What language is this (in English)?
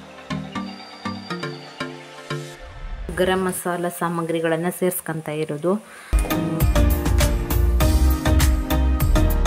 Kannada